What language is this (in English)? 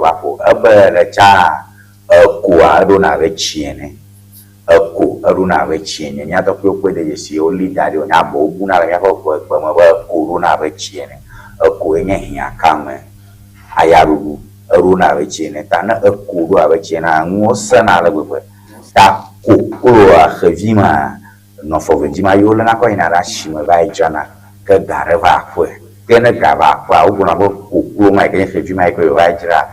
Ewe